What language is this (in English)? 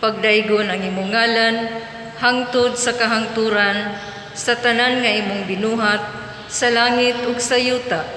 Cebuano